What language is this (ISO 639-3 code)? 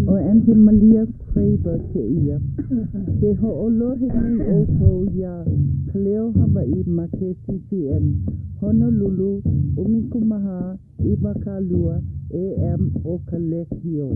haw